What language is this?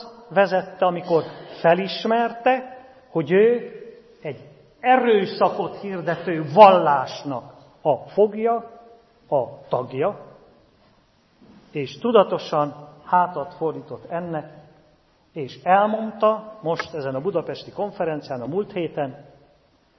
Hungarian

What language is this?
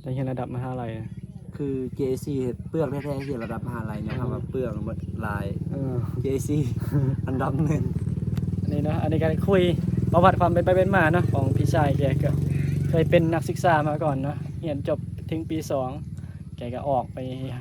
Northeastern Thai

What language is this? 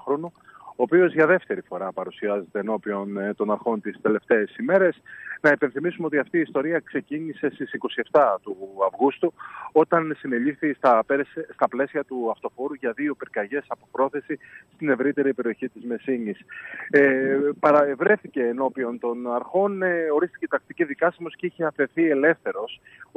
Greek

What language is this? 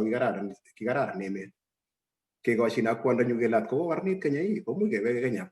Kalenjin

